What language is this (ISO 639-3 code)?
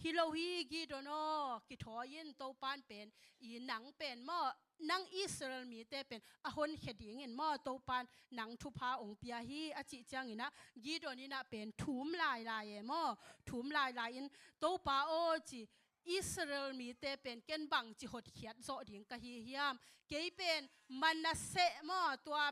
ctd